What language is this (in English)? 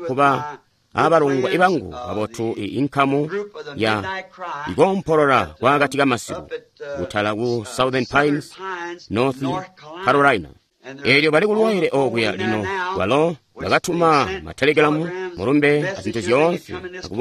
Tonga (Zambia)